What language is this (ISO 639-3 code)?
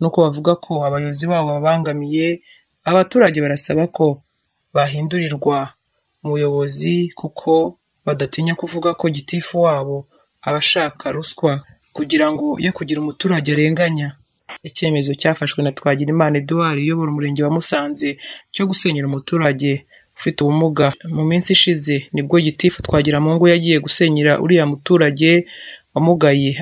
kin